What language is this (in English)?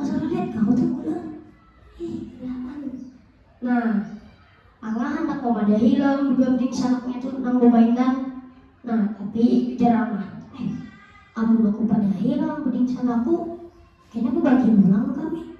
Banjar